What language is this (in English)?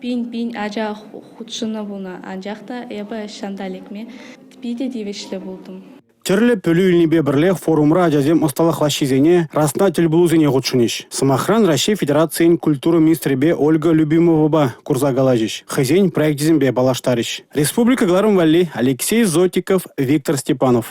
Chuvash